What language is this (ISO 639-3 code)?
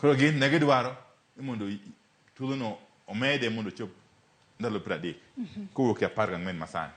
luo